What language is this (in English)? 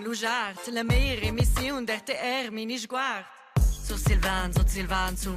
Romansh